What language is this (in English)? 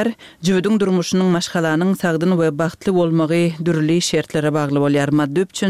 Turkmen